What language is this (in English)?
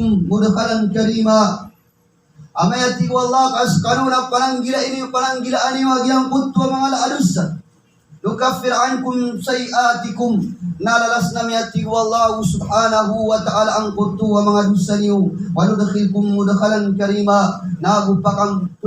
Maranao